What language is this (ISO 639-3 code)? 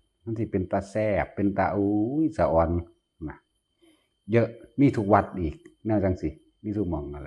tts